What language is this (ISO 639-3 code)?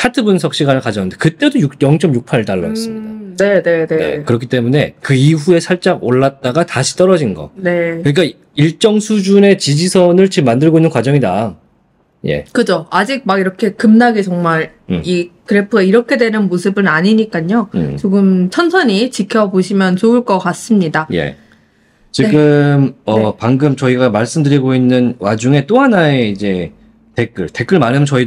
kor